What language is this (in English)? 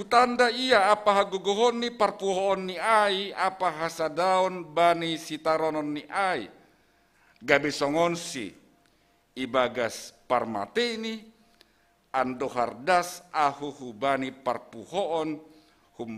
Batak Simalungun